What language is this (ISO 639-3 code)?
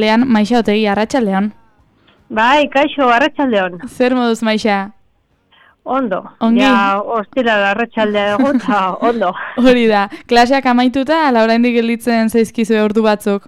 eus